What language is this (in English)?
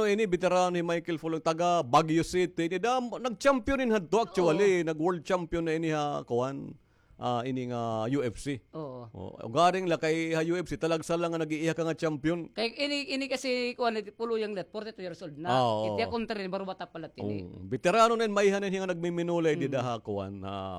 Waray